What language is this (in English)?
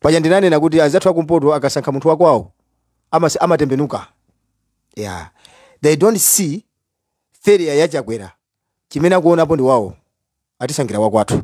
Nyanja